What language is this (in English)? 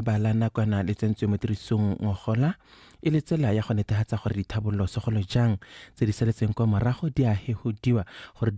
Tswana